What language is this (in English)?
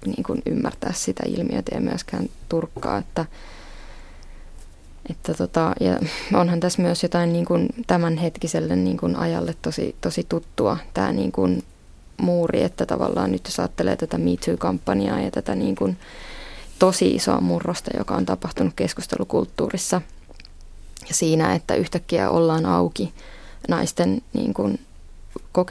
Finnish